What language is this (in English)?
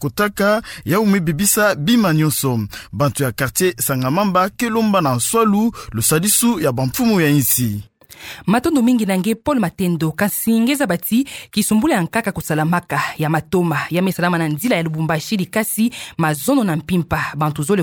Kituba (Democratic Republic of Congo)